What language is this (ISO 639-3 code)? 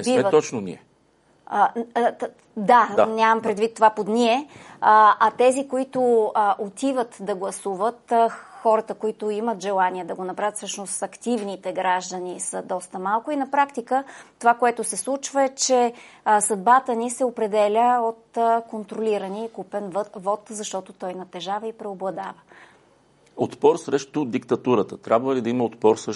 bul